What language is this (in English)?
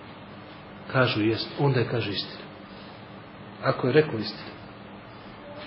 Bosnian